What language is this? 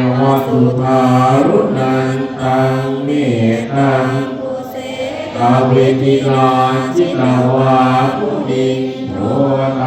Pali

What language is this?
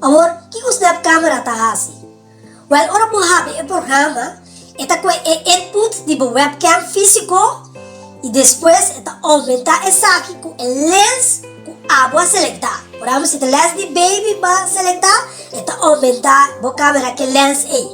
Papiamento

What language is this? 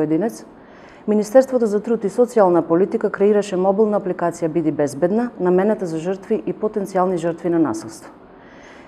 Macedonian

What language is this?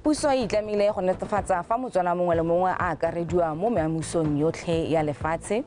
Tswana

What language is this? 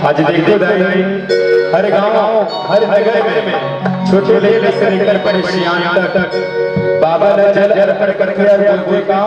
Chhattisgarhi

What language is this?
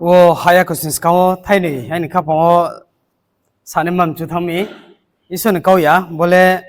Riang (India)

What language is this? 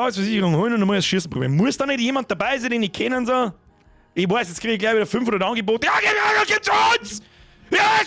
Bavarian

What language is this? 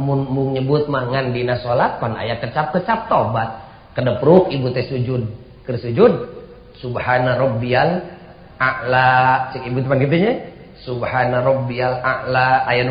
Sundanese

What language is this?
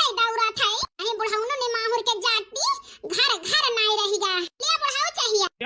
Awadhi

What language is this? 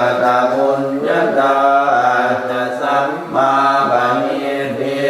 Pali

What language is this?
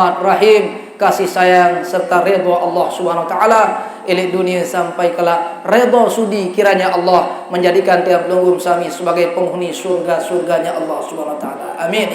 Sasak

